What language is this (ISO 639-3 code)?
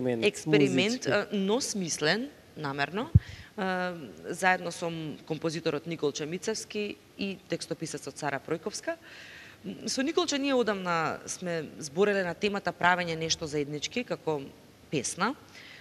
mkd